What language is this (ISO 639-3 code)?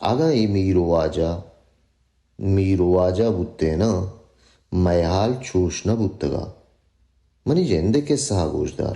bal